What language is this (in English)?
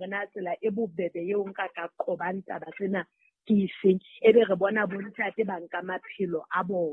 Southern Sotho